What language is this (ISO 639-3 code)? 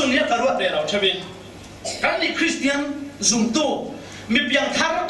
cfm